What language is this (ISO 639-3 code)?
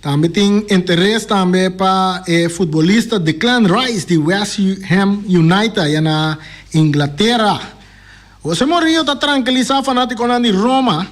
pap